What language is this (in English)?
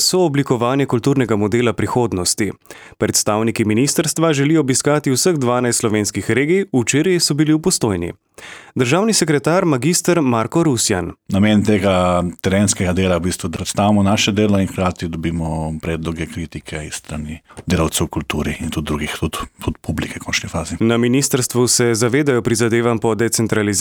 Slovenian